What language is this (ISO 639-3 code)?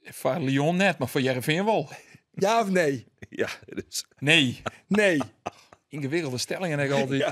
fry